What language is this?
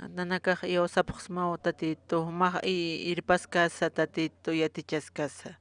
Aymara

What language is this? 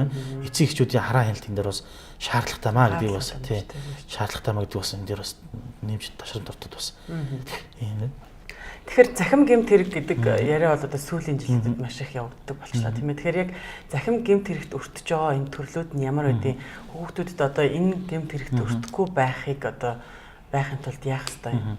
Mongolian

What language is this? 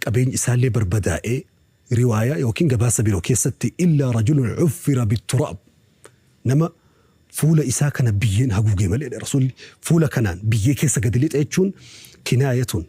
Oromo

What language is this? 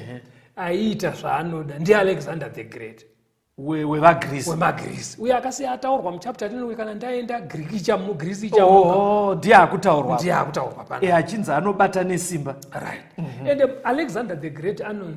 Shona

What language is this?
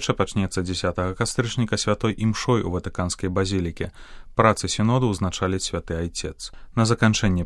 Belarusian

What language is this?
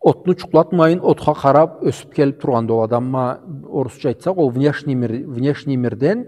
Karachay-Balkar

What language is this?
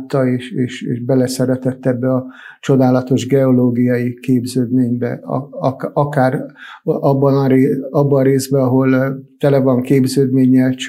Hungarian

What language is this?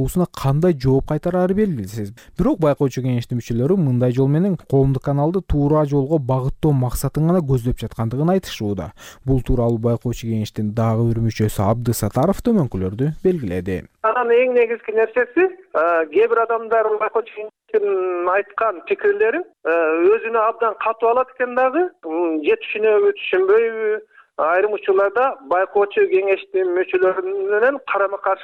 Kyrgyz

